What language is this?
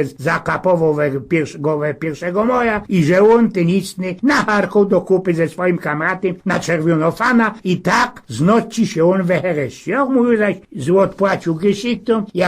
Silesian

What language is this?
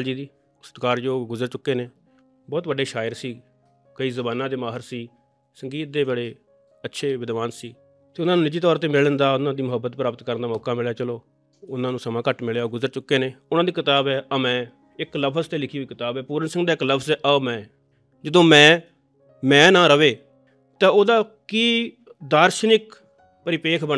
Punjabi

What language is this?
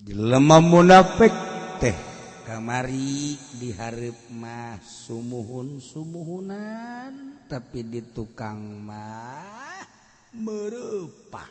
Sundanese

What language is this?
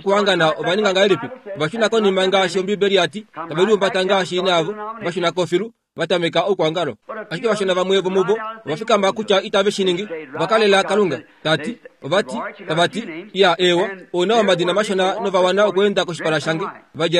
Kuanyama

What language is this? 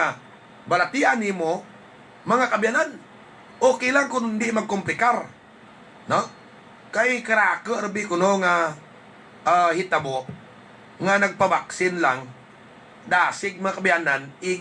Hiligaynon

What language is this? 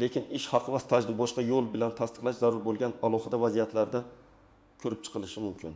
Uzbek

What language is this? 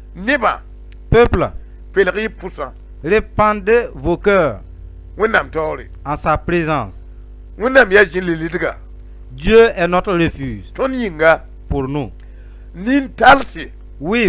Mossi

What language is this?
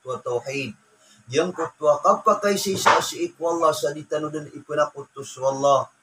Maranao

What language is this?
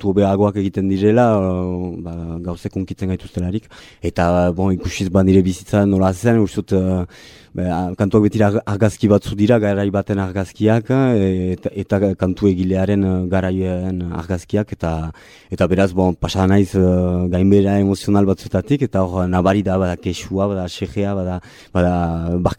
Basque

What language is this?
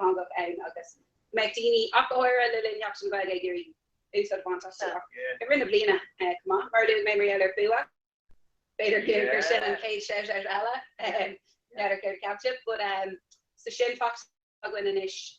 Irish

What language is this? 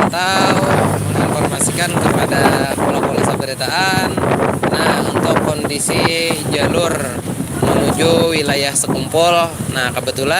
Banjar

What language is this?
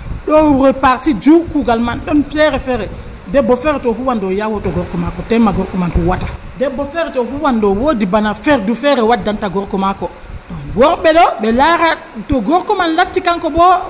Nigerian Fulfulde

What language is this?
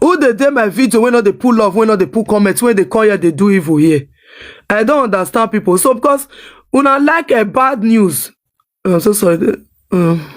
Nigerian Pidgin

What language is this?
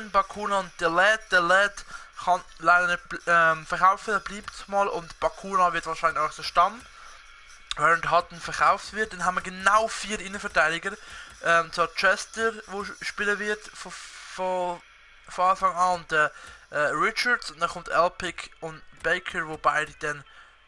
Swiss German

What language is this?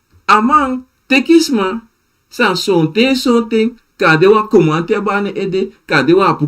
Sranan Tongo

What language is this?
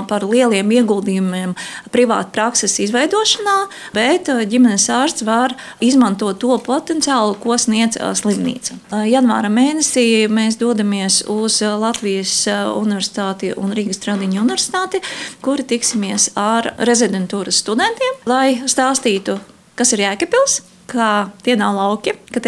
Latvian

